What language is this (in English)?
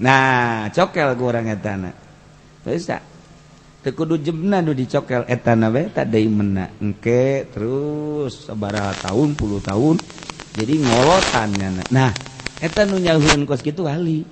Sundanese